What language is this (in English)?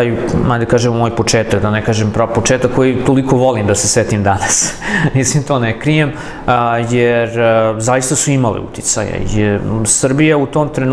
Serbian